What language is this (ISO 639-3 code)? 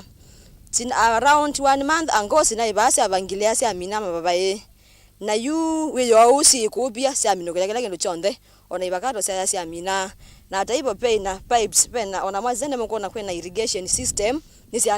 kam